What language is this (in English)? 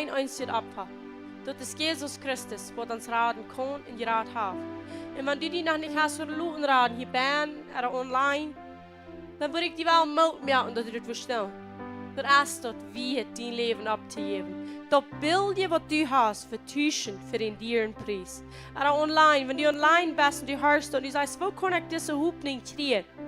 Plautdietsch